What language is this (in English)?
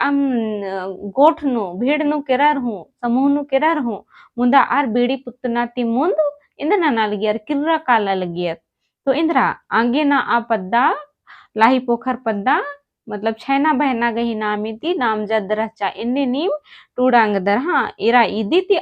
Kurukh